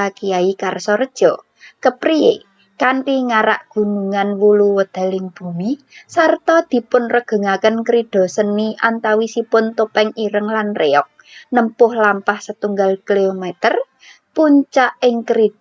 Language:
Javanese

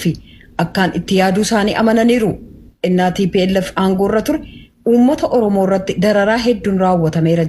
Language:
Oromo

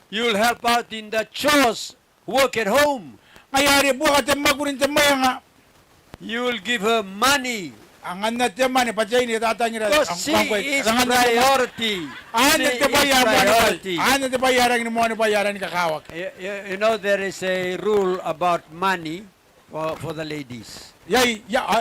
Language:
Gilbertese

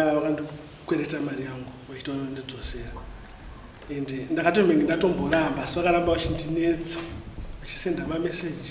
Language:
Shona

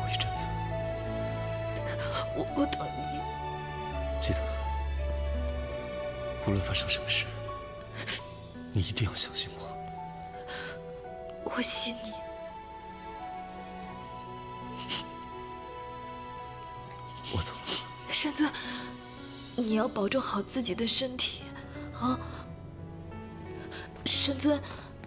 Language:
Chinese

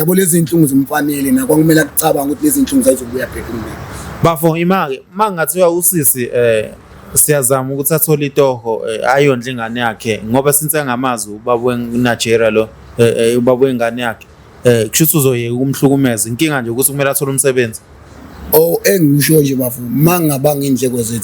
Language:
Zulu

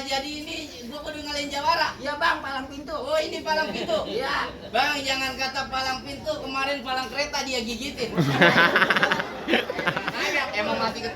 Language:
Betawi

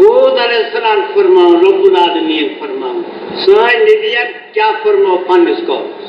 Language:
Kashmiri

